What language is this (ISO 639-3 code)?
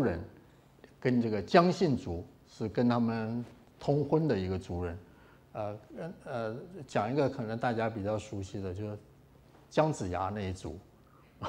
zho